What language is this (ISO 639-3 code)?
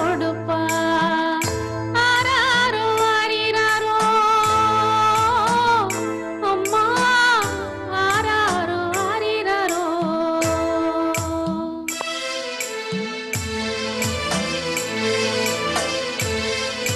tam